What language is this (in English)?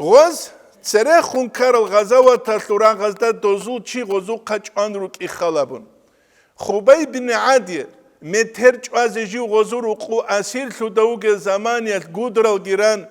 Avaric